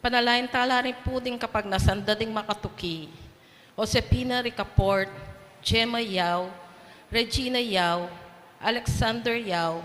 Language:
Pampanga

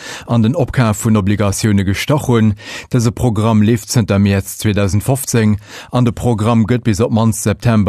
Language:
Luxembourgish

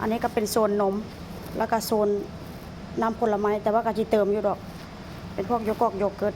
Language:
Lao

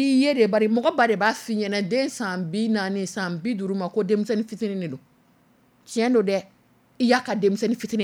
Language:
Dyula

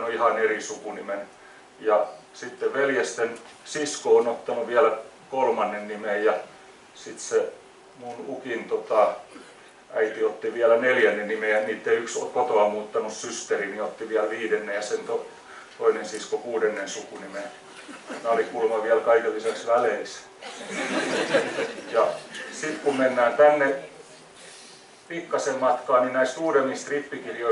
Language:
Finnish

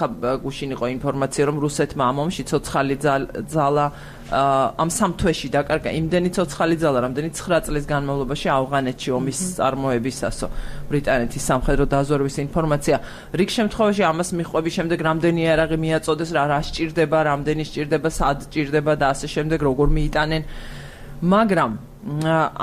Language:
Georgian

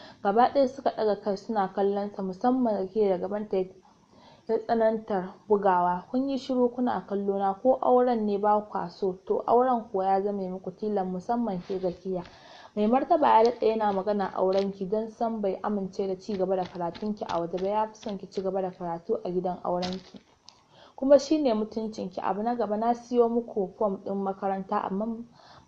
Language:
Hausa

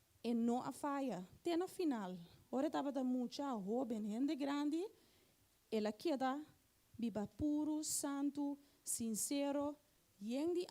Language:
Papiamento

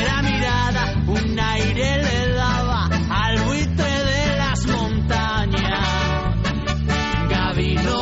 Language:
Basque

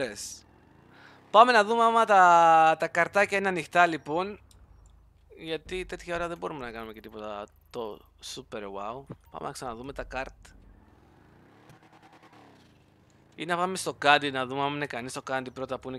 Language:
Greek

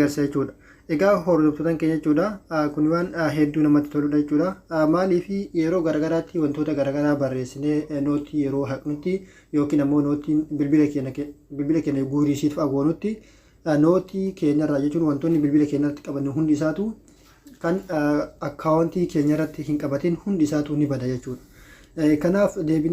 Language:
Oromo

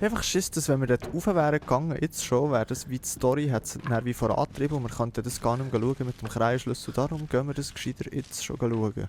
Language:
Swiss German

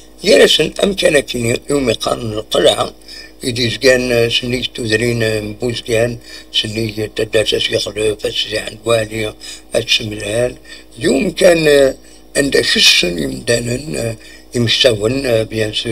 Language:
Kabyle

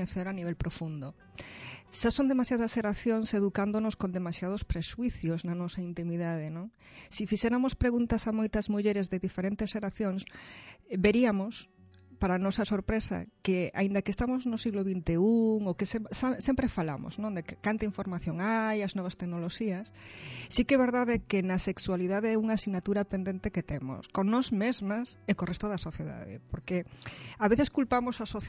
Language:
Galician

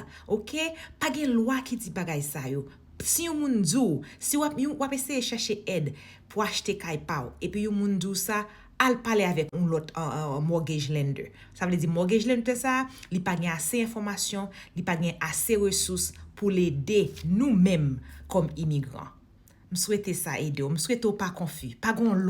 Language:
Haitian Creole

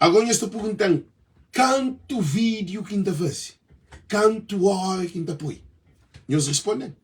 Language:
Kabuverdianu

